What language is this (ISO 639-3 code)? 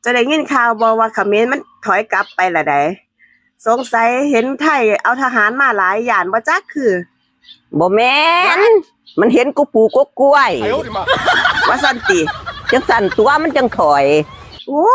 tts